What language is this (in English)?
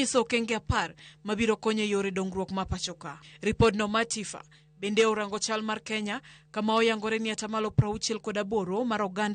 Luo (Kenya and Tanzania)